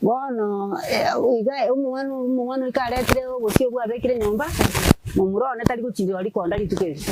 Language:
Gusii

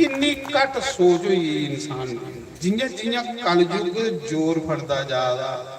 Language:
Dogri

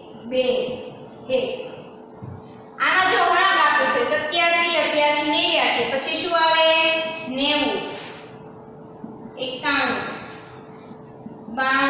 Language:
Gujarati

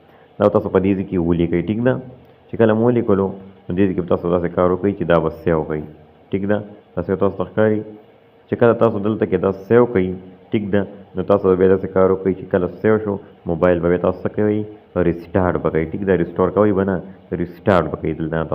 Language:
Pashto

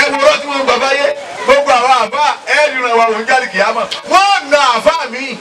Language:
Yoruba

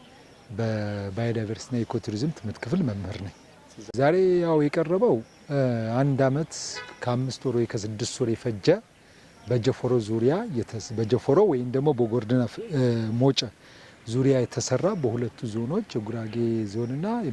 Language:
Amharic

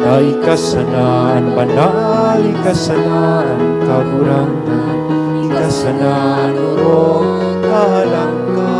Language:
Bikol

